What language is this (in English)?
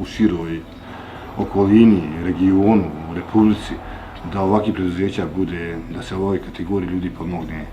Bosnian